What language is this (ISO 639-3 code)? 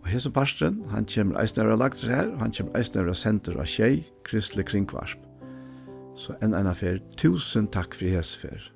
fao